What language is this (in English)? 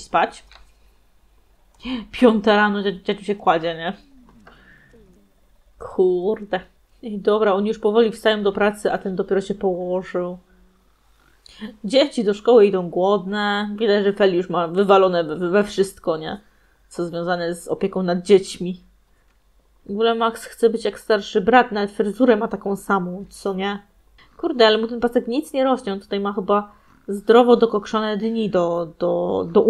Polish